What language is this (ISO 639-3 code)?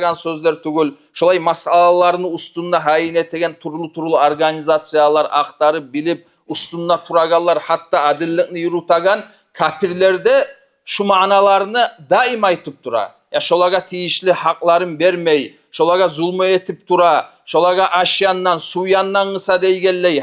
kum